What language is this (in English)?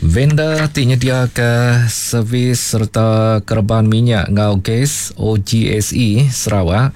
Iban